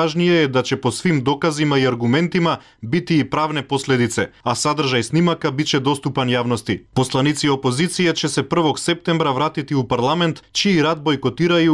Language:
Serbian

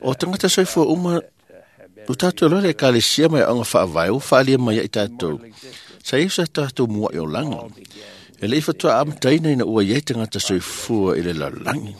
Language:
Samoan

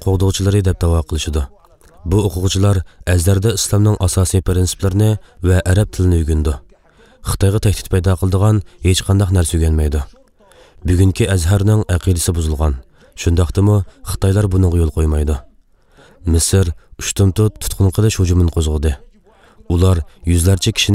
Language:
Uyghur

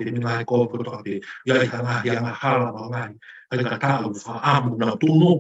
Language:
Tongan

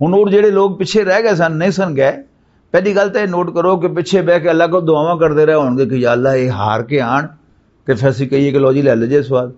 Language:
Western Panjabi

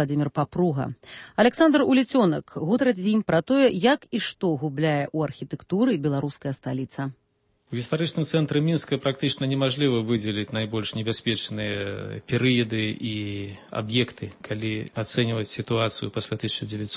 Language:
Belarusian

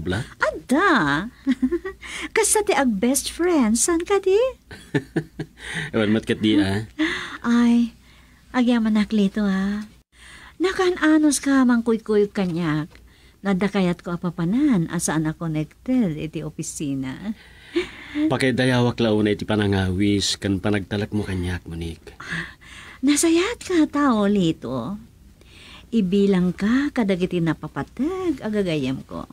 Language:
Iloko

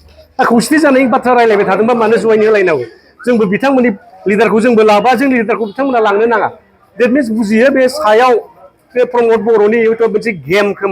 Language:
Bodo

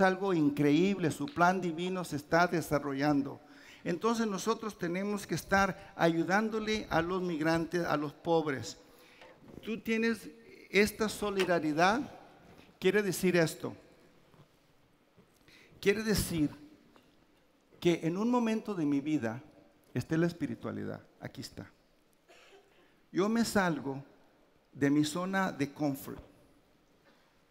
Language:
Spanish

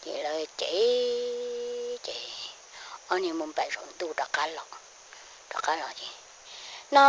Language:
Hmong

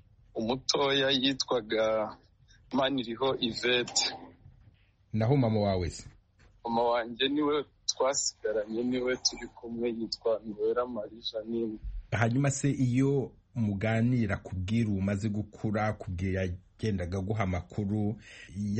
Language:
Kinyarwanda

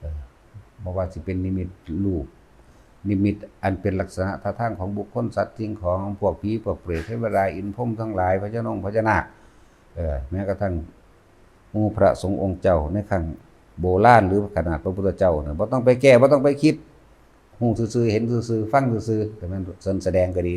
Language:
Northeastern Thai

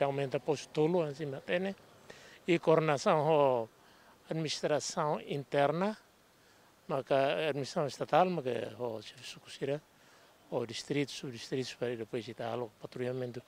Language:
Tetum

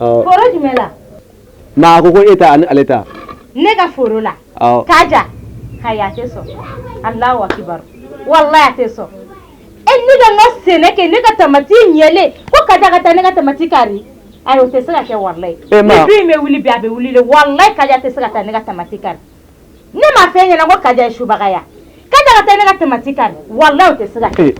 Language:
Bambara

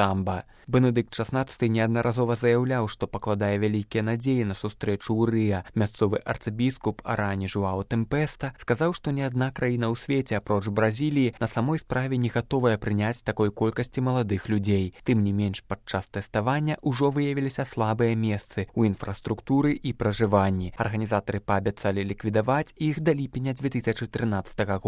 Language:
Belarusian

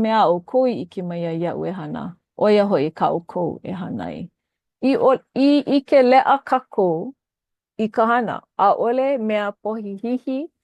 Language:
Hawaiian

